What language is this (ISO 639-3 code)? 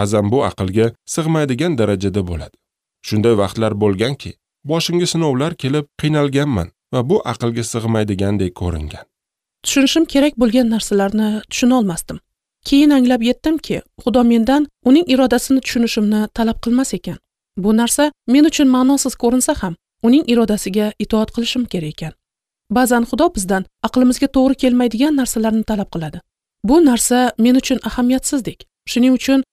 uzb